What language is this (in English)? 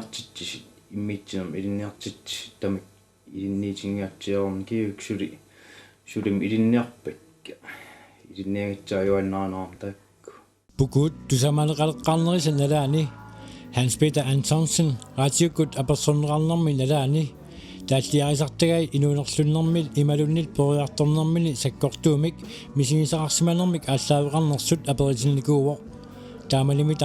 Kalaallisut